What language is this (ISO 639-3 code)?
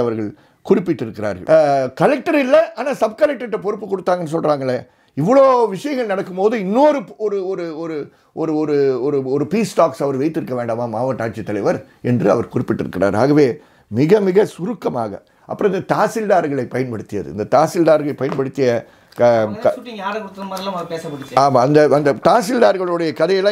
tam